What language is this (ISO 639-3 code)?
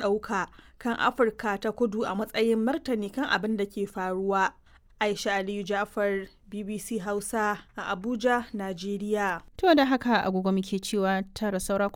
hau